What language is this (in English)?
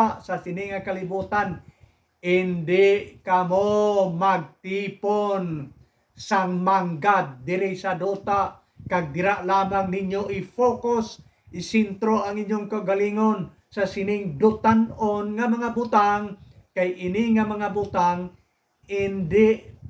Hiligaynon